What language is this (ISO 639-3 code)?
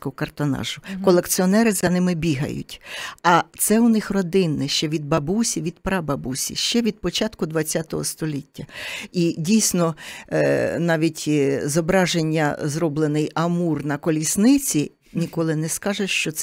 ukr